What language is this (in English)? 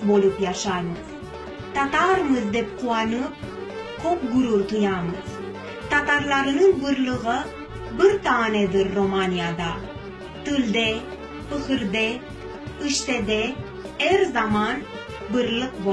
Crimean Tatar